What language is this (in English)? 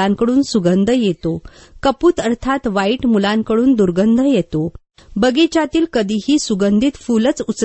Marathi